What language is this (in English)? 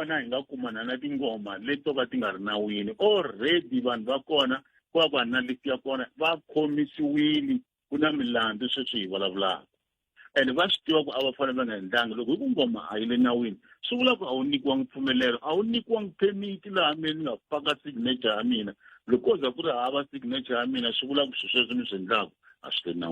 Tsonga